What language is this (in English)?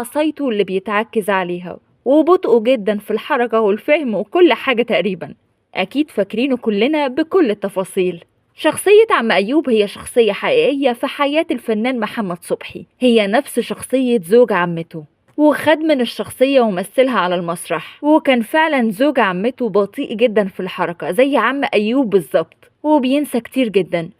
Egyptian Arabic